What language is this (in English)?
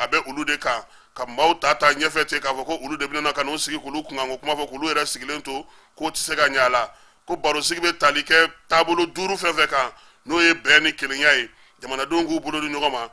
Bambara